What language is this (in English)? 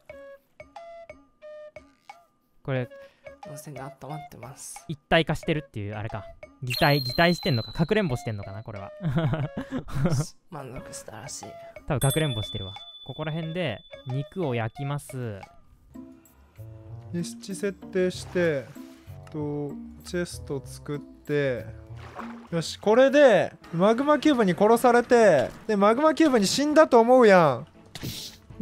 Japanese